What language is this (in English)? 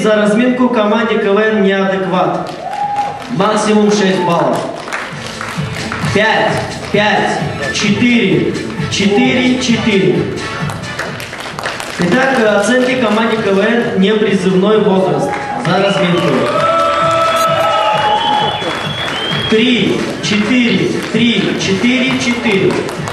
Russian